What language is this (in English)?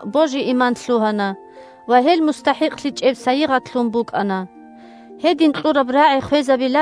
Avaric